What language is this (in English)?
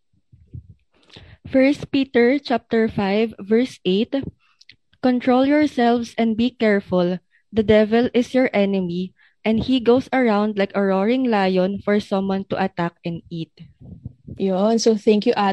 Filipino